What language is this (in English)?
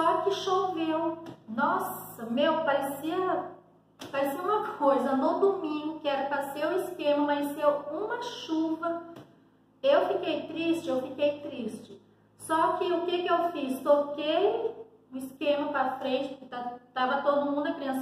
Portuguese